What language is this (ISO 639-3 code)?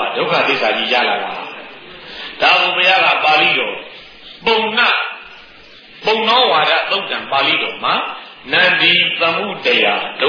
mya